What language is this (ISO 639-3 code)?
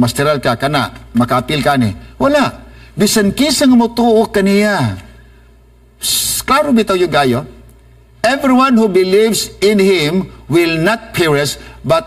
ceb